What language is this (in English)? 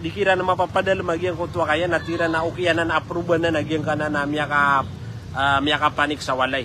Maranao